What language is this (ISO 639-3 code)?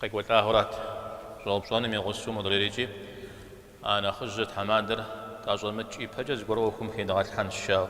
kbd